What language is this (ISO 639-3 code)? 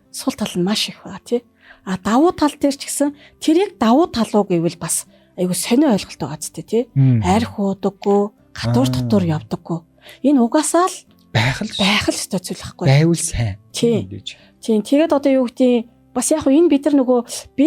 mon